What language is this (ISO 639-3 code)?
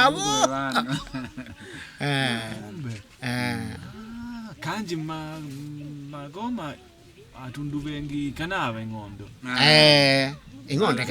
kde